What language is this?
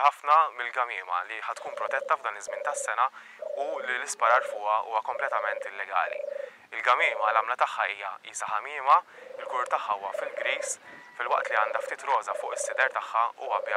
Maltese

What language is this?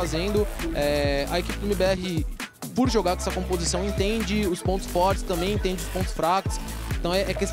Portuguese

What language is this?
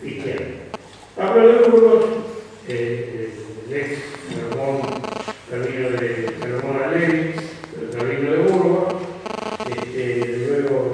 Ladino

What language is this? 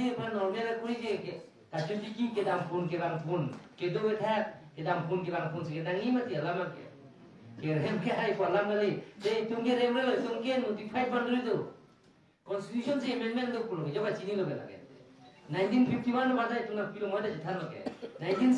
Karbi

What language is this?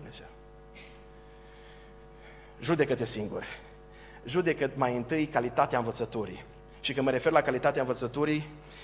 Romanian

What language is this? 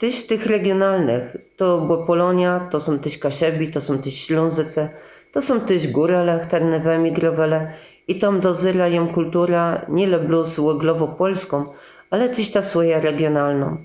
Kashubian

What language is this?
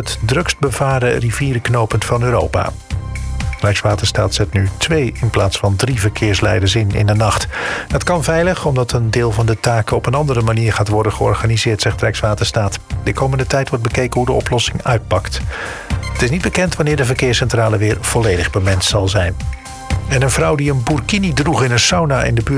Dutch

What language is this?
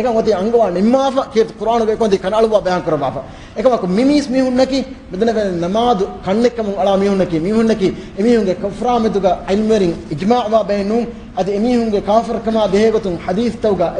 Divehi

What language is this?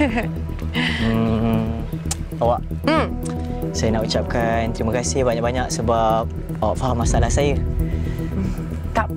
Malay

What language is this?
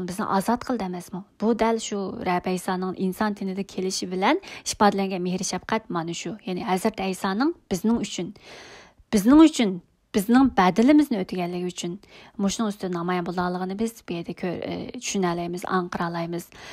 Uyghur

